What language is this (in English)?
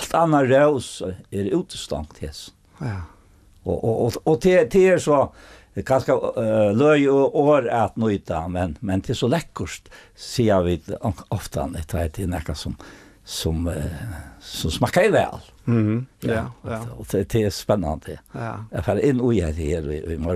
Faroese